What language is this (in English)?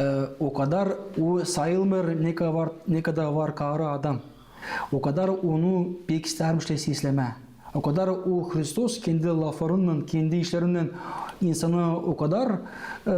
Gagauz